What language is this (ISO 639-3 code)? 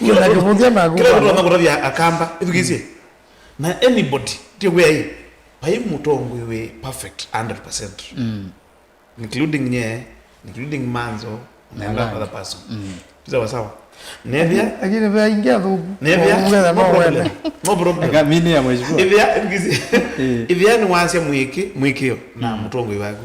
kam